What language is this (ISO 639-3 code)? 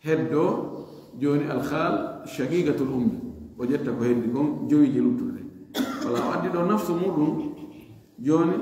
ful